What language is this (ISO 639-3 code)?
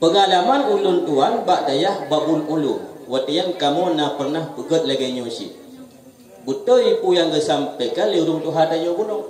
ace